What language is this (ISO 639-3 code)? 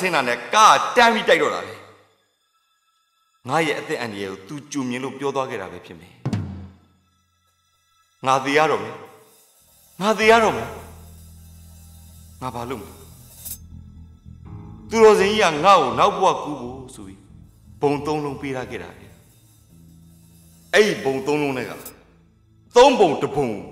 mya